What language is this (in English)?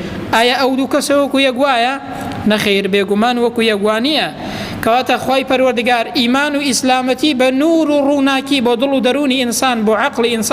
Central Kurdish